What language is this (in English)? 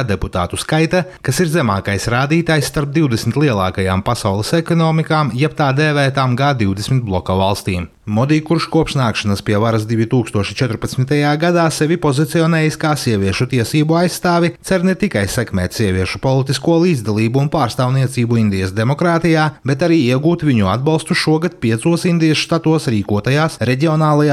Latvian